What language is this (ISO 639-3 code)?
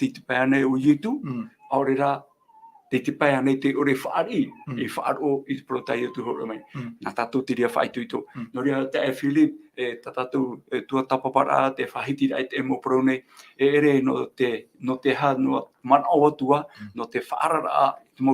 tah